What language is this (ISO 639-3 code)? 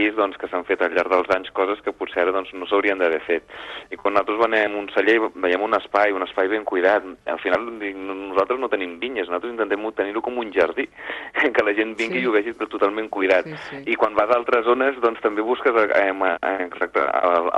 cat